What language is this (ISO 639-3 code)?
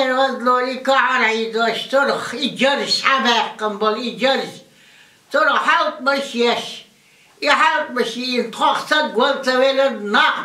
che